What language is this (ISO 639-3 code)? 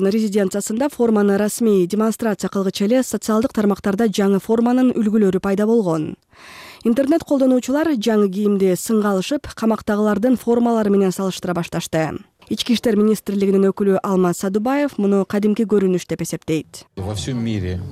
kir